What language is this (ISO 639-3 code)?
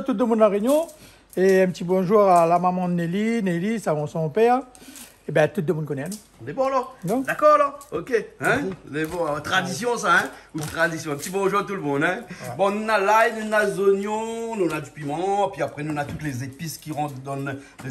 rcf